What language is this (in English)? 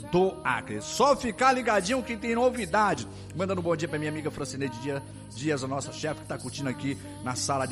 Portuguese